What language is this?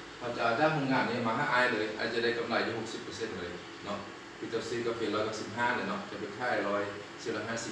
Lao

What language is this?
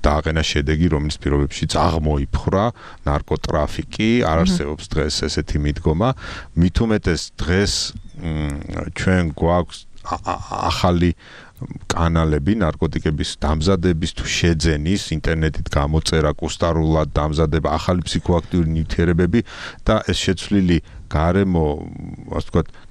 Georgian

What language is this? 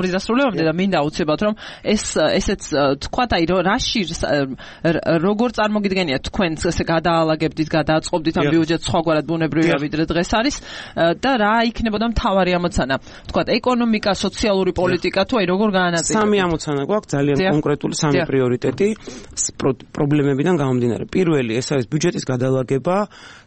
Georgian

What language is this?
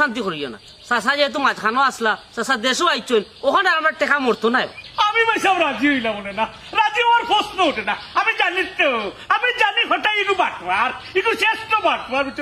Sylheti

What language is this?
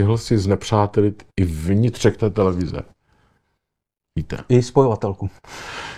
Czech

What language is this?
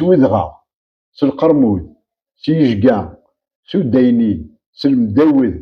Kabyle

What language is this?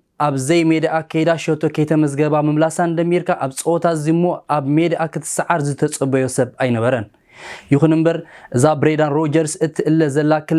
Tigrinya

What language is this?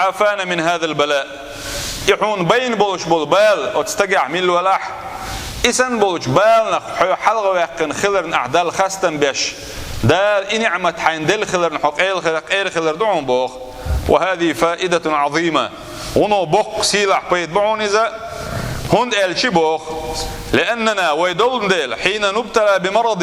Chechen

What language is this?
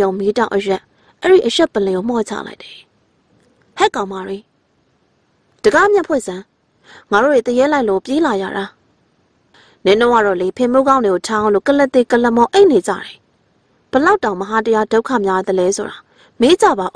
Burmese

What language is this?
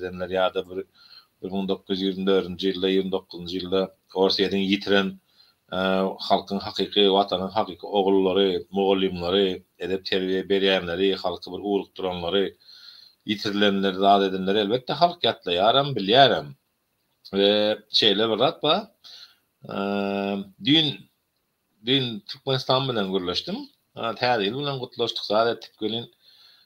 Turkmen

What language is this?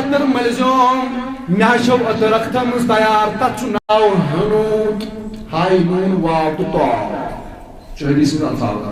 Kashmiri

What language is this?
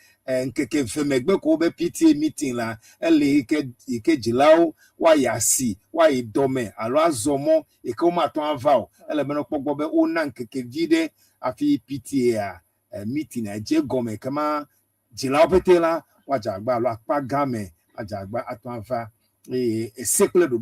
Ewe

